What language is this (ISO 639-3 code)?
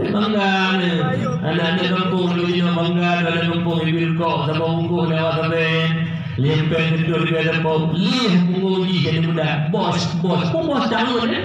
ace